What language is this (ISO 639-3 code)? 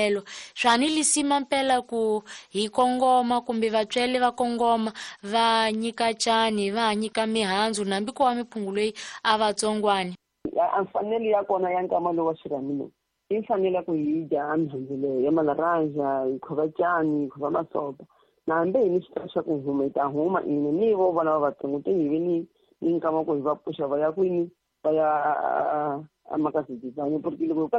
tso